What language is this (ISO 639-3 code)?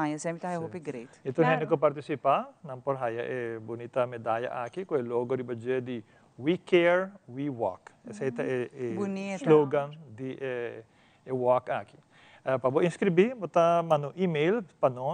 pap